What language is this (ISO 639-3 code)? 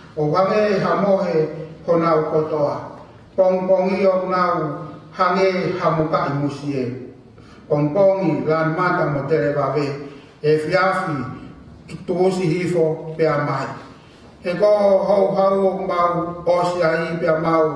ton